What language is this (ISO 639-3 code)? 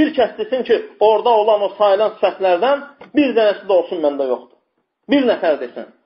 aze